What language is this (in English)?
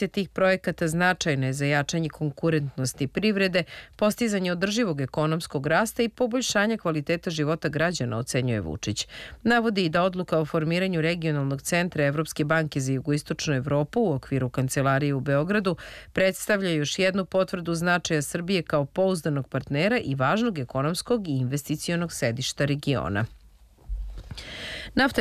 Serbian